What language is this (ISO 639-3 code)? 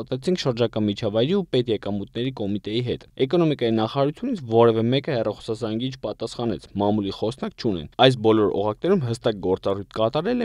hye